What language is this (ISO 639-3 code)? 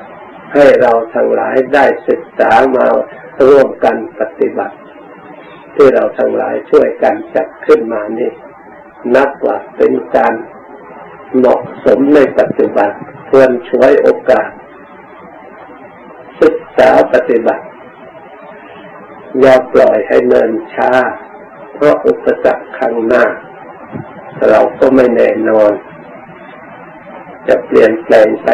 tha